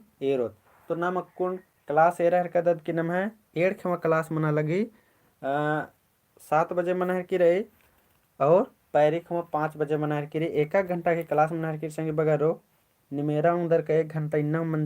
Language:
Kurukh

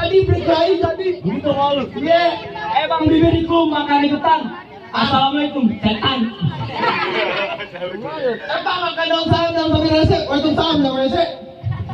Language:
Betawi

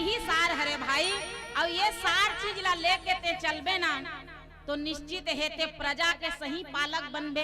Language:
Chhattisgarhi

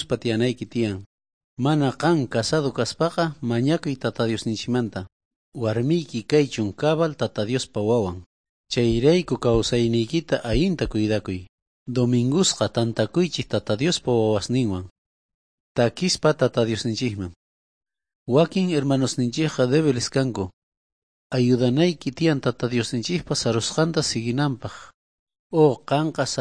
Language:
South Bolivian Quechua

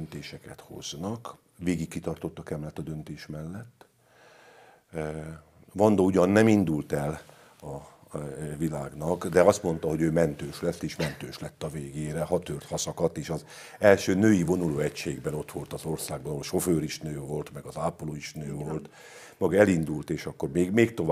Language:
Hungarian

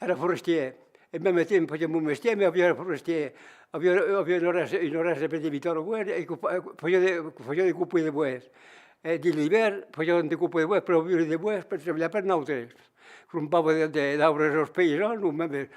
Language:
Occitan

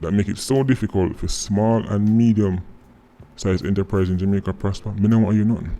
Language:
Jamaican Creole English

